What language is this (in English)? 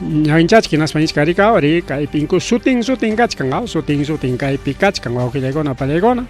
Ayacucho Quechua